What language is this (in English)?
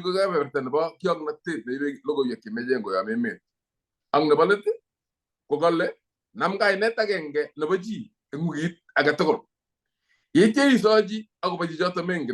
Kalenjin